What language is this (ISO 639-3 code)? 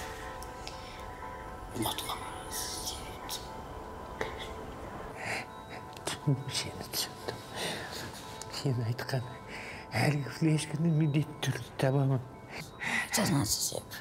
kaz